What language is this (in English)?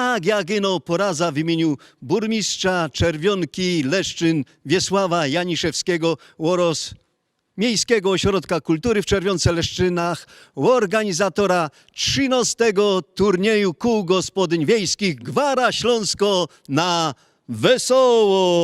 Silesian